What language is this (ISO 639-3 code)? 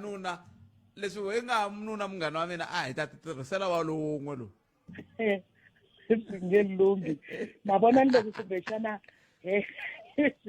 tso